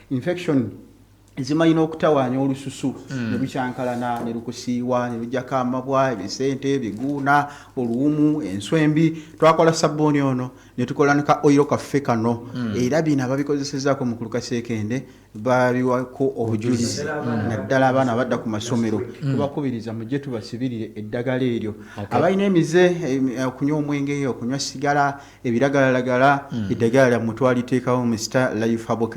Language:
Ganda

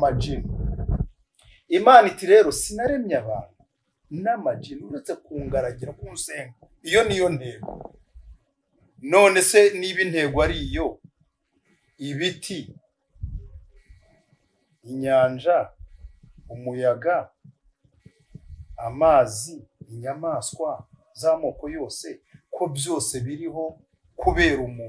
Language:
Kinyarwanda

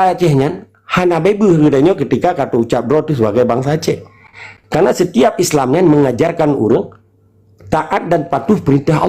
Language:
Achinese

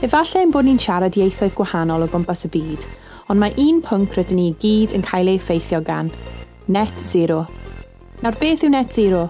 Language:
Welsh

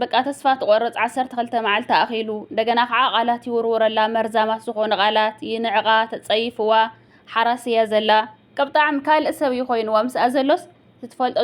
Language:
Tigrinya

